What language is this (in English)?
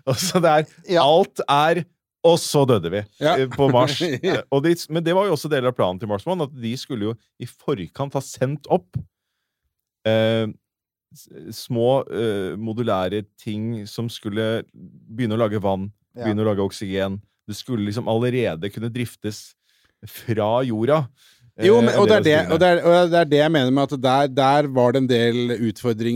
Norwegian